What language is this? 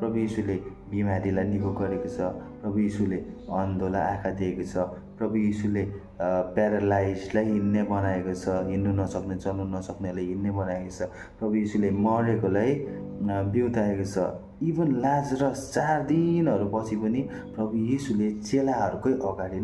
Nepali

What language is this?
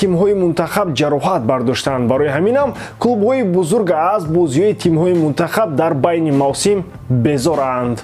Tajik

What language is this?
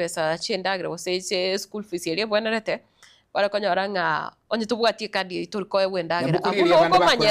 Gusii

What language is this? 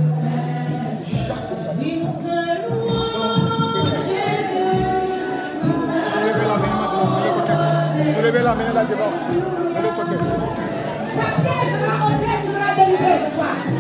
French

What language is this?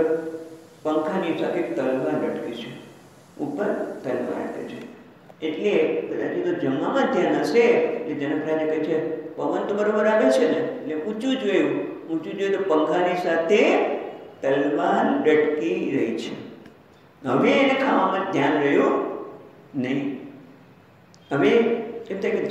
Gujarati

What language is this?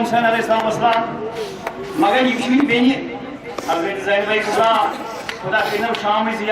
Kashmiri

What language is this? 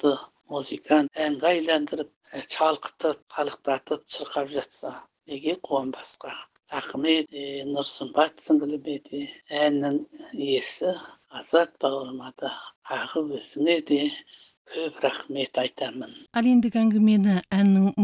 Kazakh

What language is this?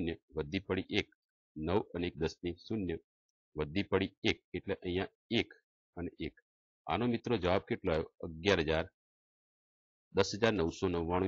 Gujarati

